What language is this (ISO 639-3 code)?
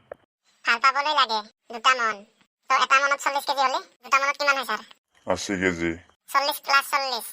asm